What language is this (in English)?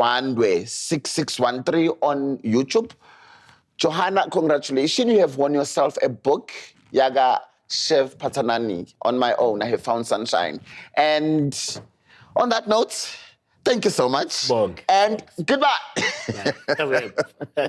Zulu